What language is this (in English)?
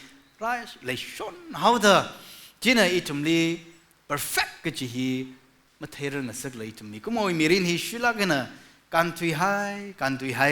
Tangkhul Naga (India)